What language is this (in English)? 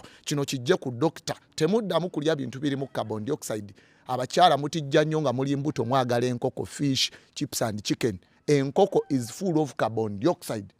Ganda